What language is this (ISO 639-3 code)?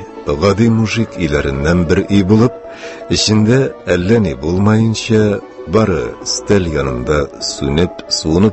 tat